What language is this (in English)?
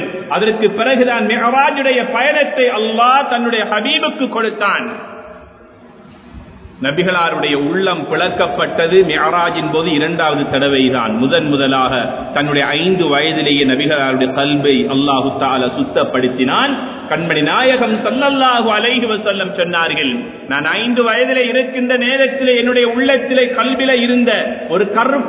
Tamil